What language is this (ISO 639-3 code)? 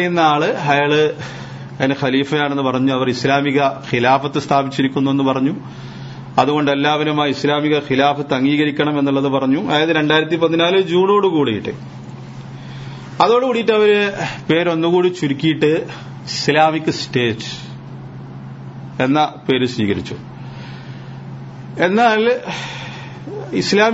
mal